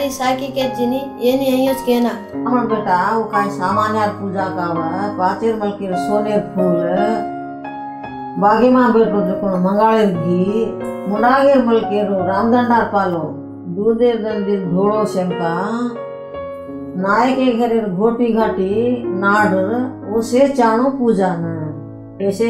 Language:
Lambadi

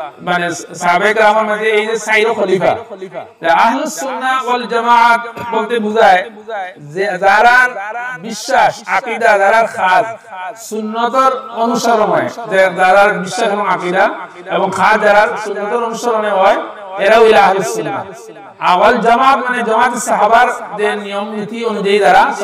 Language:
Sylheti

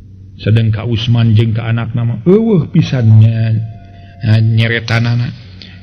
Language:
Sundanese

